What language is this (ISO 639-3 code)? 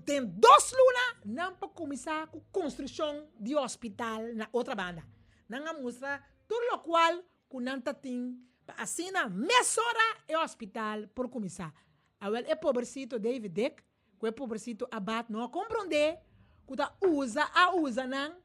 pap